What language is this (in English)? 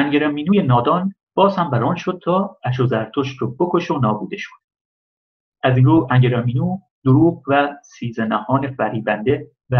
Persian